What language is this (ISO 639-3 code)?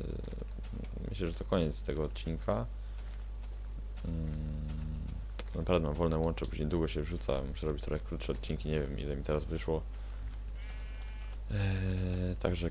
pol